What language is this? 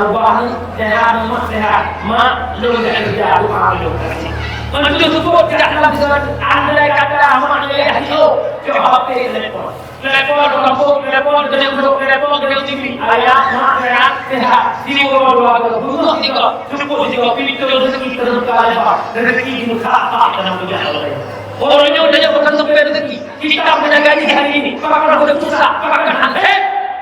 Achinese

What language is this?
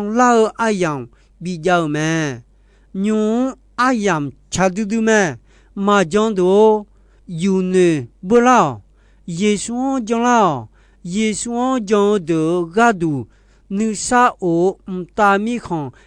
Akha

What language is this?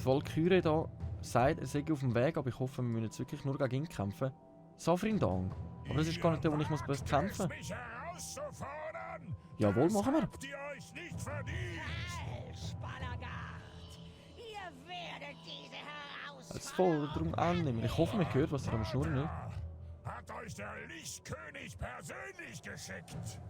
Swiss German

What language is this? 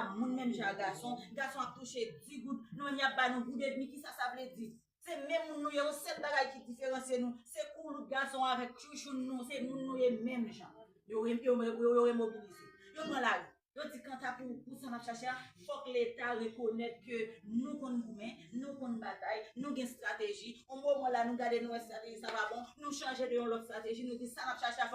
Haitian Creole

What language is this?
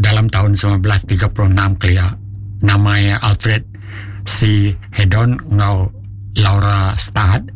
Iban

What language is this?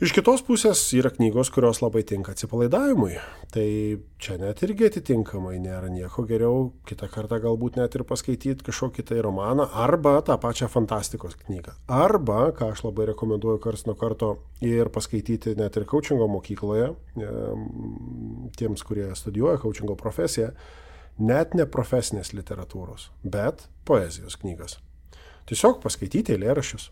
Lithuanian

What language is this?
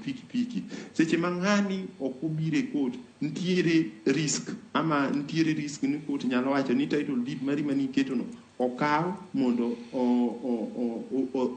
Luo (Kenya and Tanzania)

